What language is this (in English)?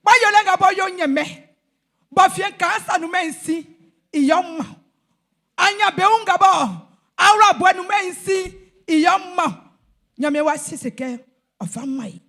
Baoulé